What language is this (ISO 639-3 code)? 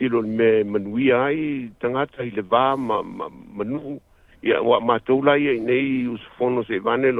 smo